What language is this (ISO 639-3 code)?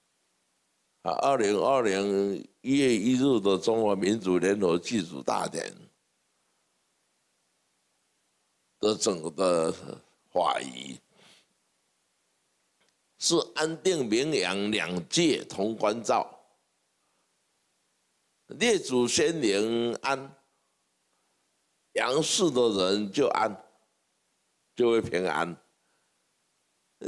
zho